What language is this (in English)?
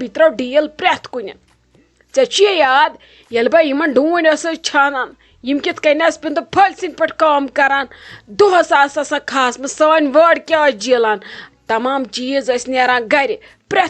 Kashmiri